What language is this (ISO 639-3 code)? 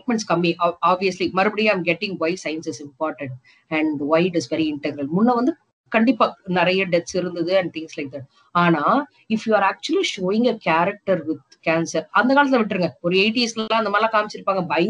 tam